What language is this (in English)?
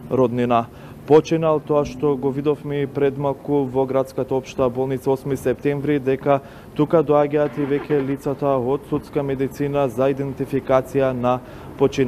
Macedonian